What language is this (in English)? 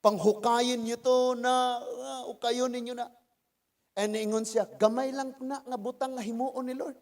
Cebuano